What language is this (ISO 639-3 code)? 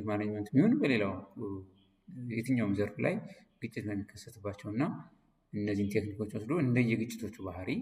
amh